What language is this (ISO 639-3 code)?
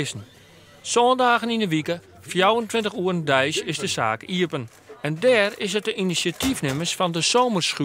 fry